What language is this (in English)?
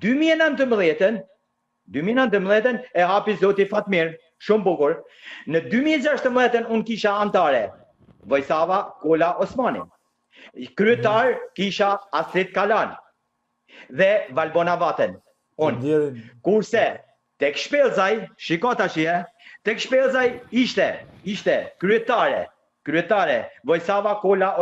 Albanian